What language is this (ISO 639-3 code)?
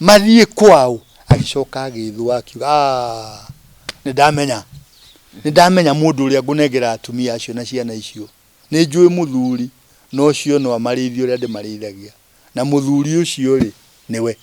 kik